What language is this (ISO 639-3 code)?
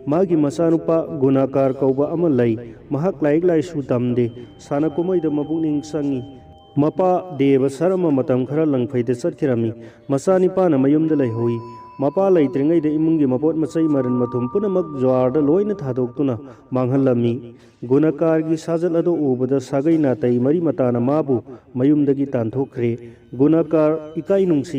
mni